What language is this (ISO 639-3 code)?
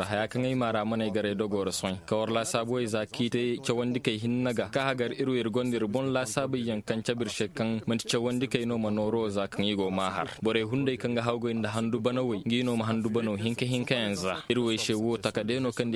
ses